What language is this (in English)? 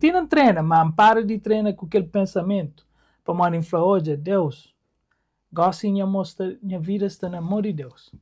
Kabuverdianu